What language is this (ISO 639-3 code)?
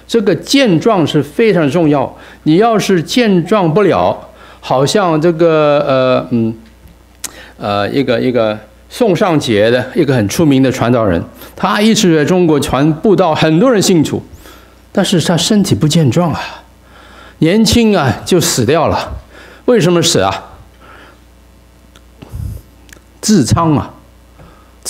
zho